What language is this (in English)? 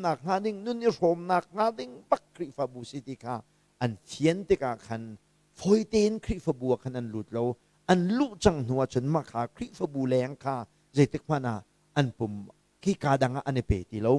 Hakha Chin